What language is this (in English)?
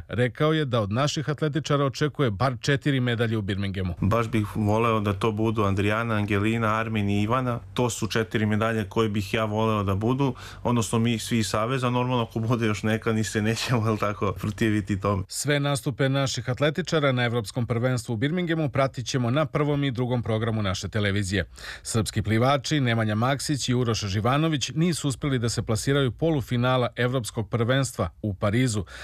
Serbian